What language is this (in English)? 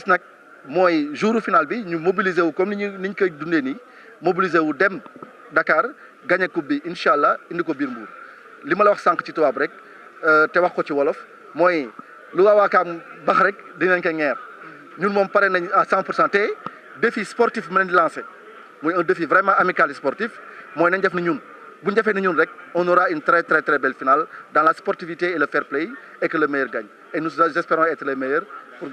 Wolof